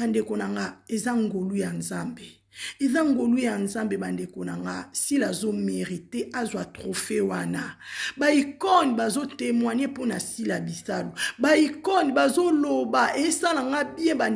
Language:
Lingala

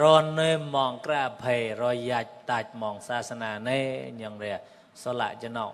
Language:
Mon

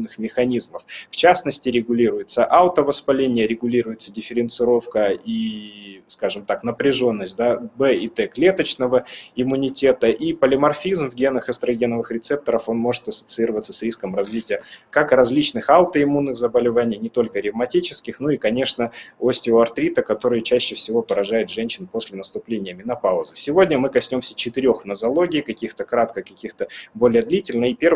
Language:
Russian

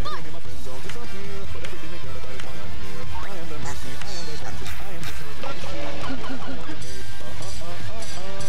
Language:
English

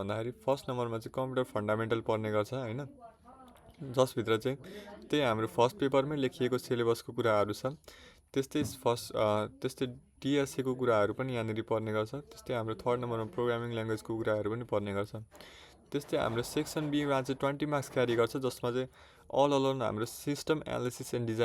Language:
Nepali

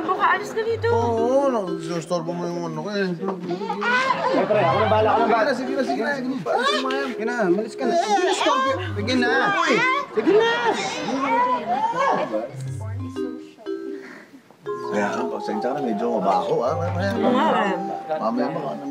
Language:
Filipino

